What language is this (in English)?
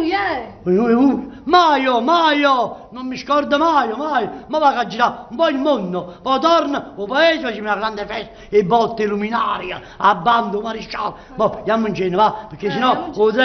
Neapolitan